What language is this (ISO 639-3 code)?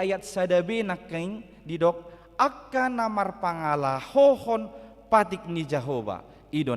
bbc